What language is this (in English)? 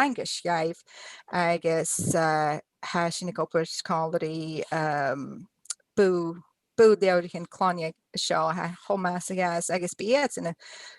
Scottish Gaelic